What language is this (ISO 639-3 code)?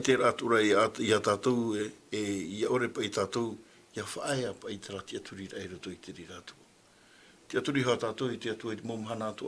tah